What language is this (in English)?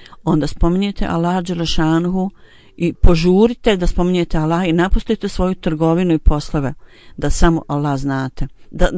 Bosnian